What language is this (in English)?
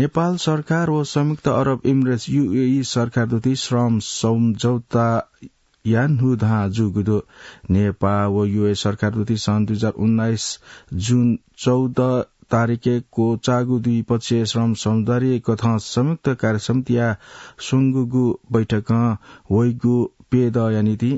Newari